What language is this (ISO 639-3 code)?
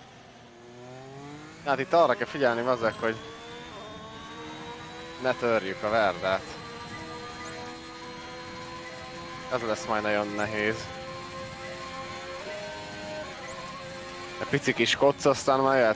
hun